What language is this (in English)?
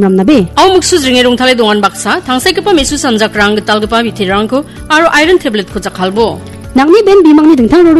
Garo